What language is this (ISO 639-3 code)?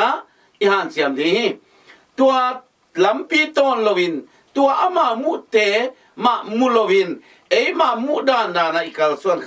ctd